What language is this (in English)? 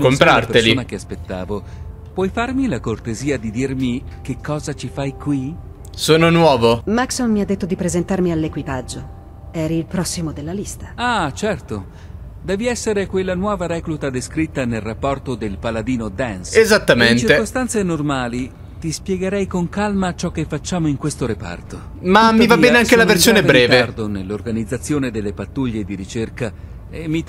Italian